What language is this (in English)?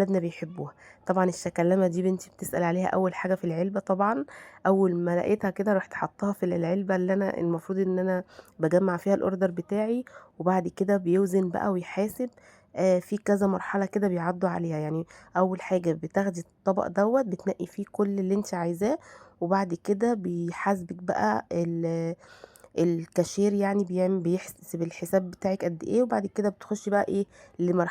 Egyptian Arabic